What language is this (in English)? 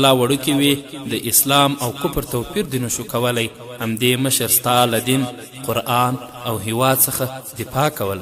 Pashto